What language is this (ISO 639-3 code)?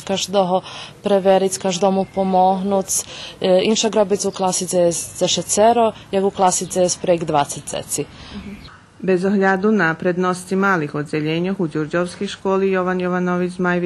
rue